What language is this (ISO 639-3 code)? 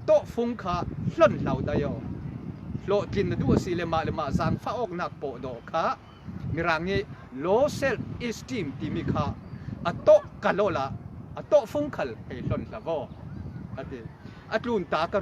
cfm